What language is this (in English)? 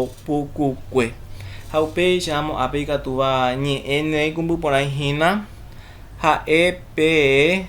Guarani